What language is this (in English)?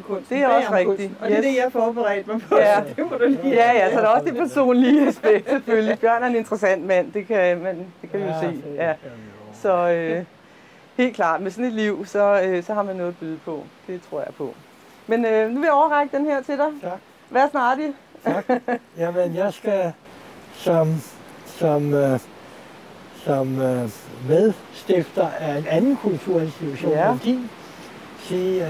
Danish